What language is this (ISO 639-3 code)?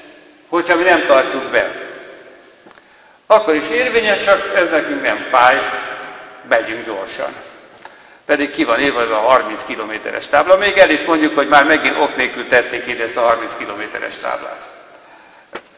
hun